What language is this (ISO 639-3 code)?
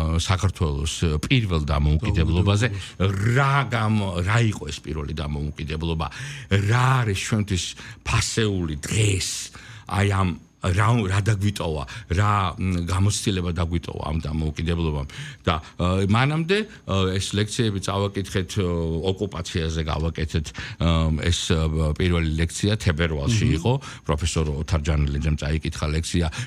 kat